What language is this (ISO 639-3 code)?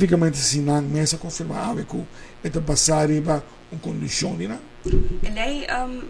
pap